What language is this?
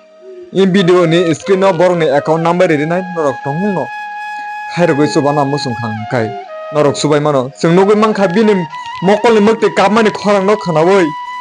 Kok Borok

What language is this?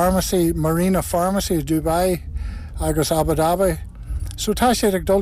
Irish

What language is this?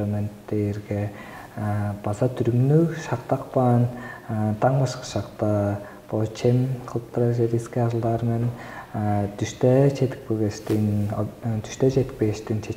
Tuvinian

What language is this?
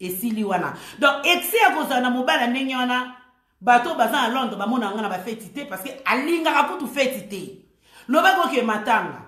Lingala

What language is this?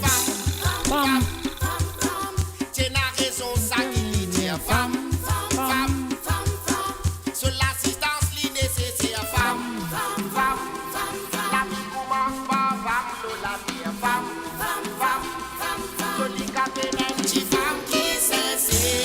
Morisyen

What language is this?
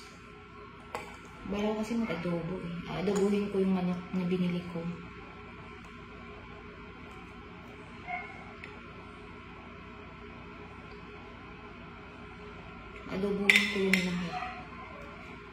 Filipino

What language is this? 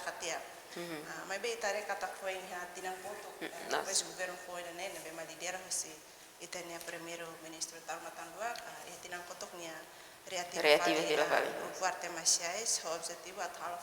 Tetum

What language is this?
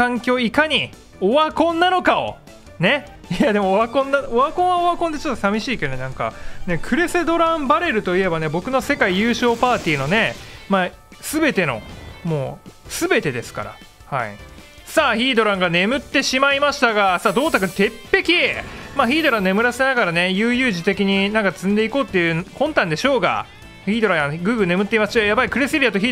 Japanese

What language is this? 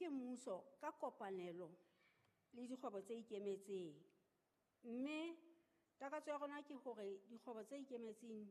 Southern Sotho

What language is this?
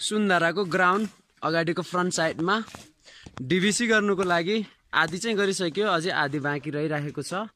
Nepali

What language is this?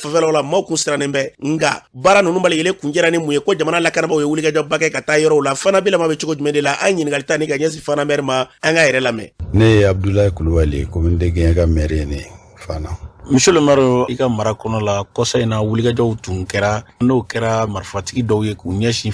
Bambara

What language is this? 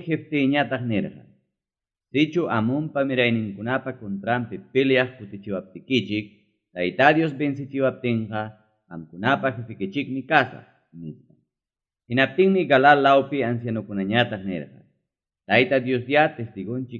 Ayacucho Quechua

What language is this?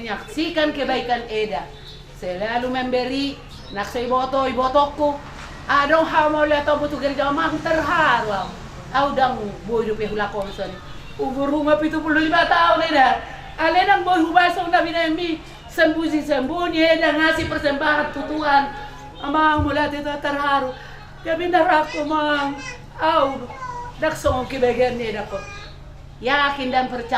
Batak Toba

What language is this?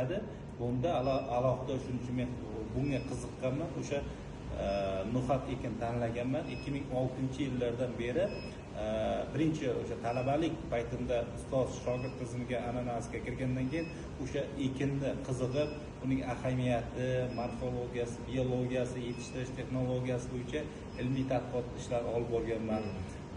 Uzbek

